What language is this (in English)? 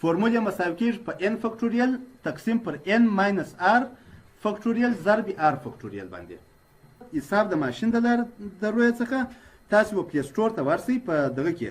Pashto